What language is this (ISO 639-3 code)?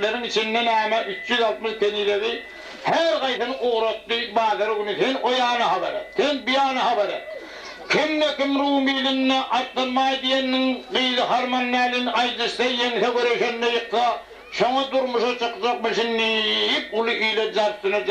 tuk